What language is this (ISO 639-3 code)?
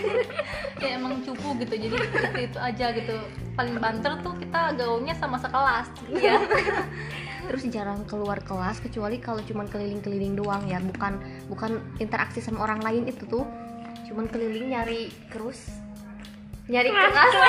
ind